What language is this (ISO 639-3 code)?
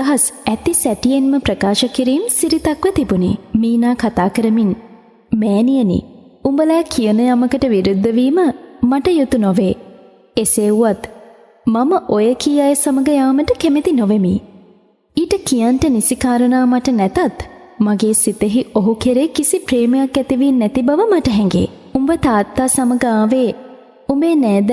sin